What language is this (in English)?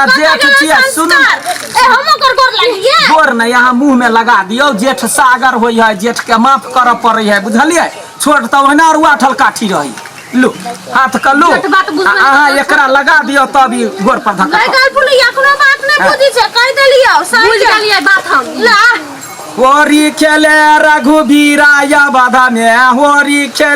Maithili